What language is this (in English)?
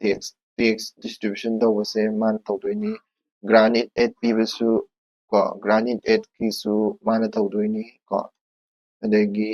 Manipuri